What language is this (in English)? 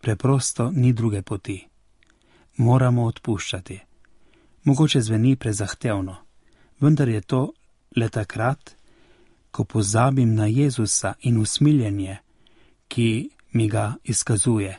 Slovenian